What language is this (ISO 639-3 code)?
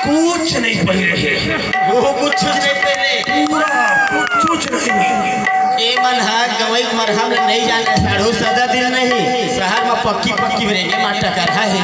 hne